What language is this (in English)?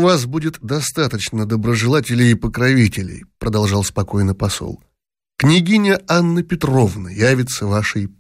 Russian